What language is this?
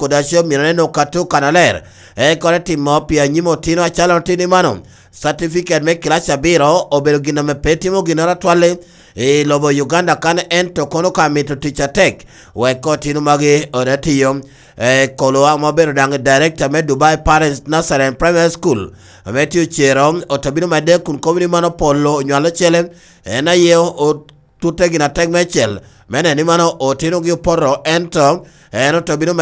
Lango (Uganda)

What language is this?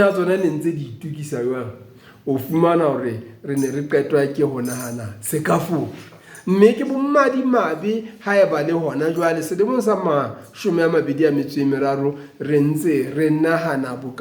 Southern Sotho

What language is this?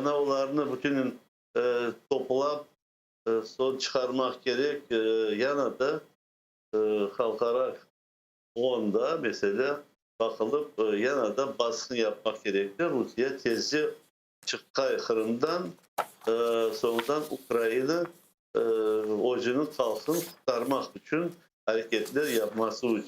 Crimean Tatar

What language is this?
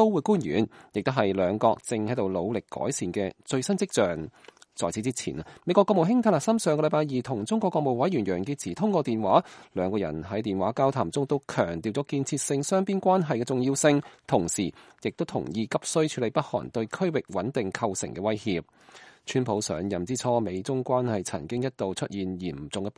Cantonese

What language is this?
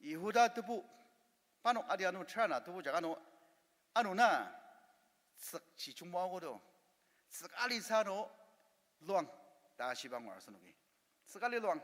Ao Naga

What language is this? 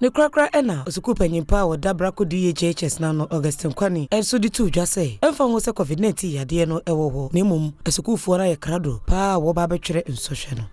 Akan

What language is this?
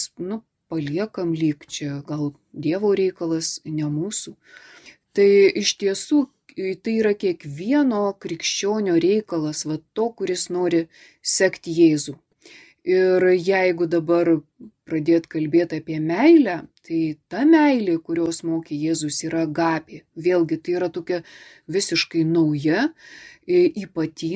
Lithuanian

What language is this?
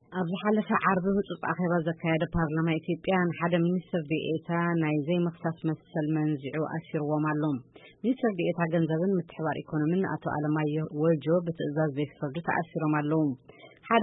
Tigrinya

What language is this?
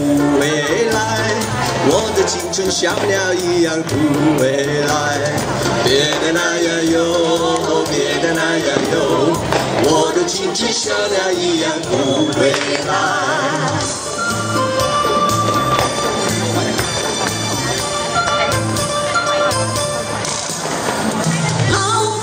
Chinese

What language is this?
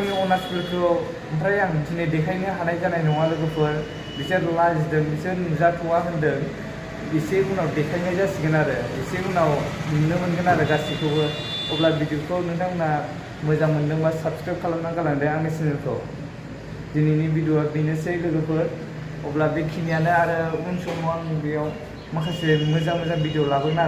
Bodo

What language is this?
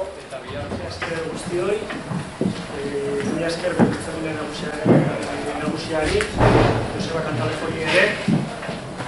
Basque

